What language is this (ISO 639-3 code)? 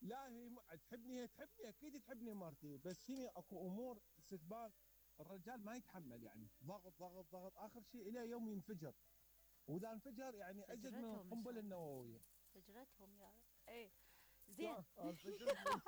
acm